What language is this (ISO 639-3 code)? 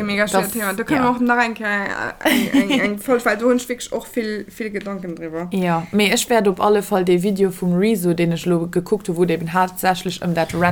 ltz